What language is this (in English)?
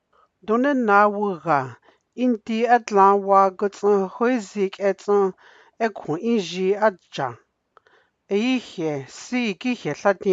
Dogrib